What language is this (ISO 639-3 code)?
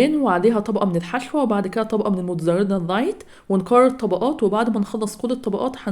arz